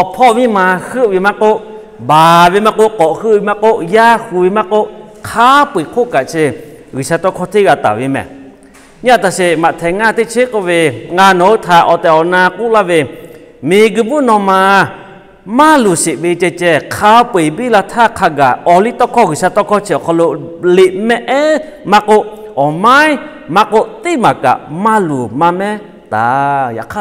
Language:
Lahu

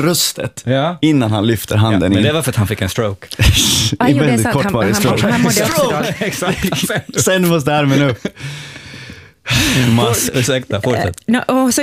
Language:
Swedish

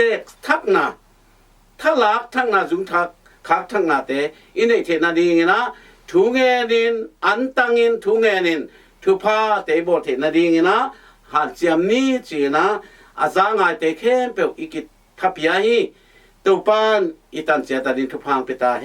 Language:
Tedim Chin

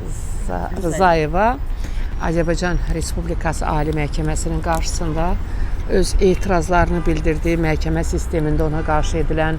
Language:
Azerbaijani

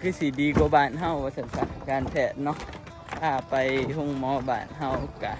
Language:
Northeastern Thai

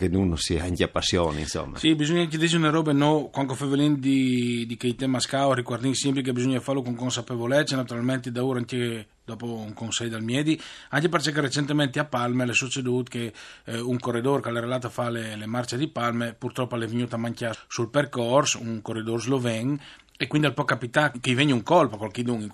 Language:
Friulian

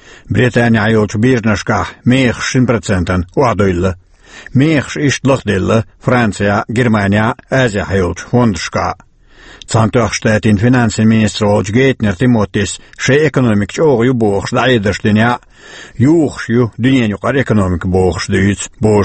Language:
Chechen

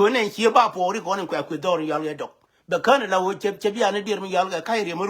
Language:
Nuer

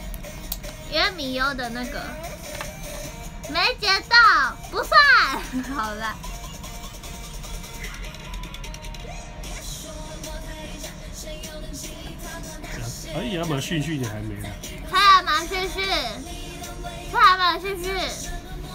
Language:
Chinese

